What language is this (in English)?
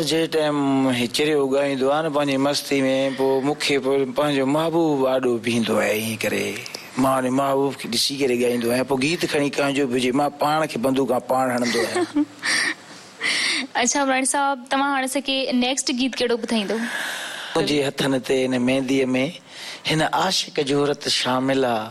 Sindhi